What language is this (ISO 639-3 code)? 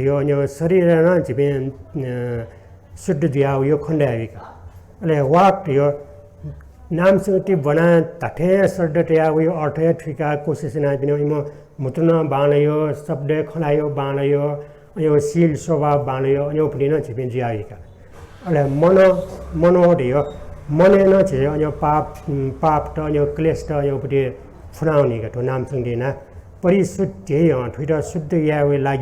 new